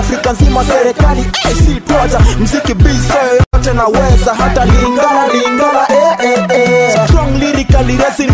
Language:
Swahili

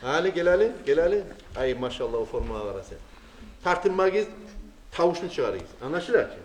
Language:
Kumyk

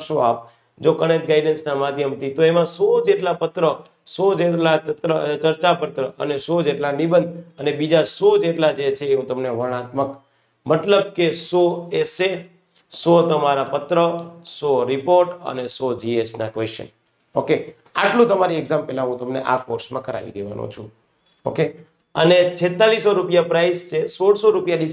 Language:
Gujarati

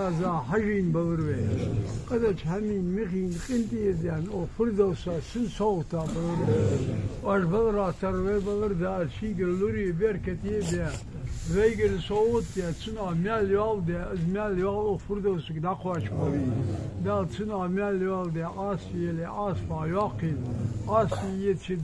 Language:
Ingush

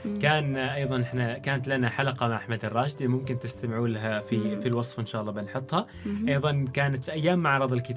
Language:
Gulf Arabic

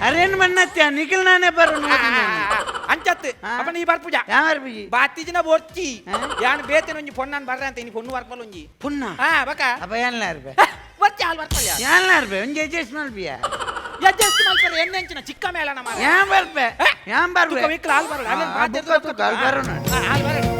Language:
Tulu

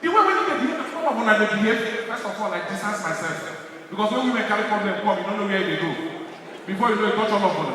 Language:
Nigerian Pidgin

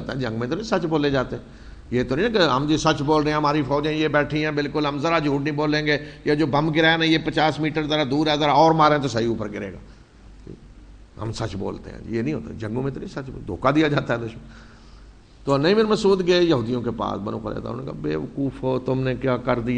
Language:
Urdu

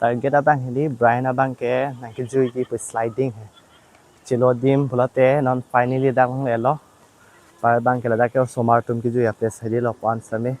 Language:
Karbi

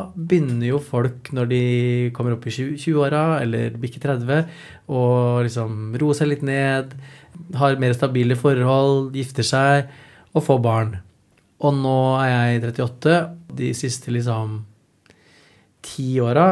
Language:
Norwegian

